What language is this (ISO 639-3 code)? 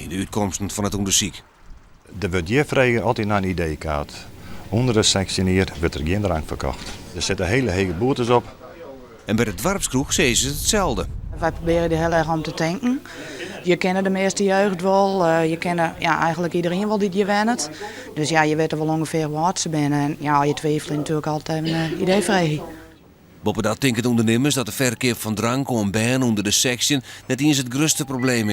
fry